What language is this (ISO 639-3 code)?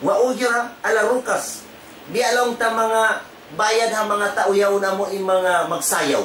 tsg